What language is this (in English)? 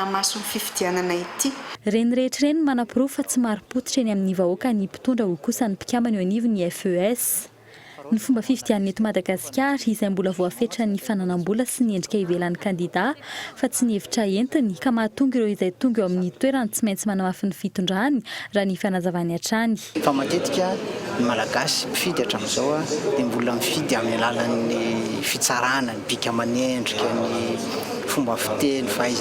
Malagasy